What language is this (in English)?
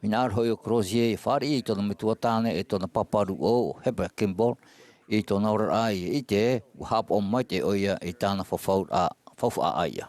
Tahitian